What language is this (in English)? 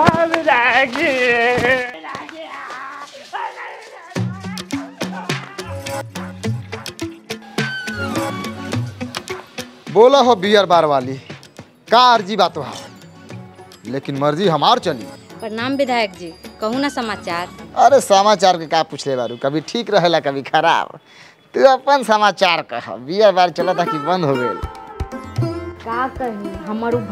Bhojpuri